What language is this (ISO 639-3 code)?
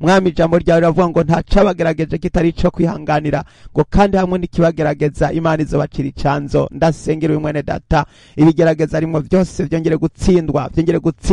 run